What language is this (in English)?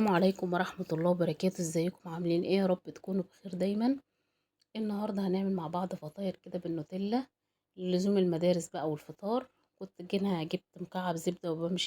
Egyptian Arabic